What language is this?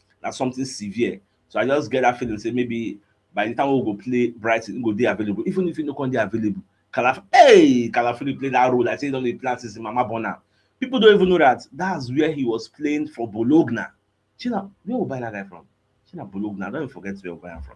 Nigerian Pidgin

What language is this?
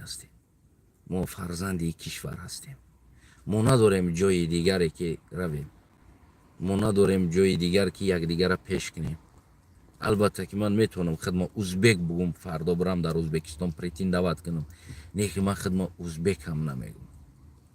Tajik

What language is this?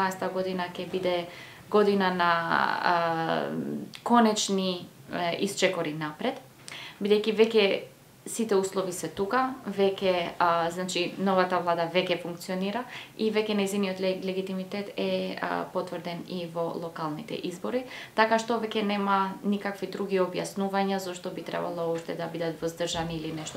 Macedonian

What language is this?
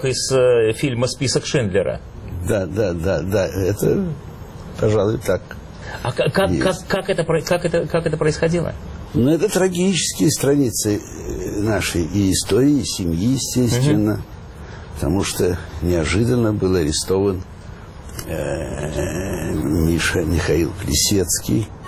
Russian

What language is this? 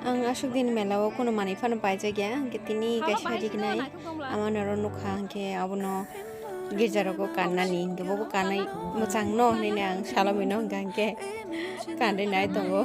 Kok Borok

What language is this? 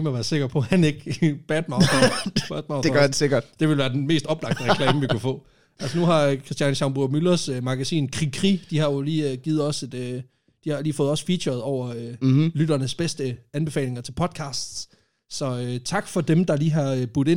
Danish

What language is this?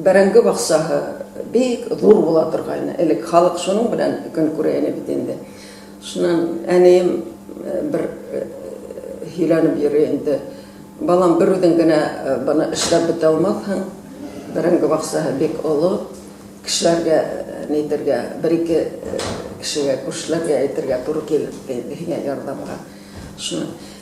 Bashkir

